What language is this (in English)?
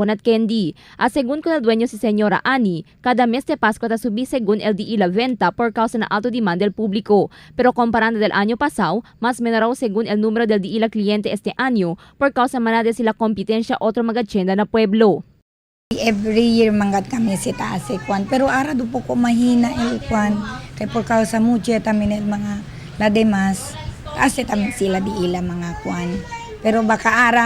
Chavacano